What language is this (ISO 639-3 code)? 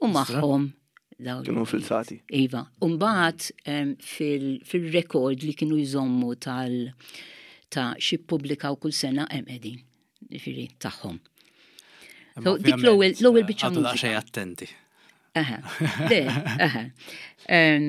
mlt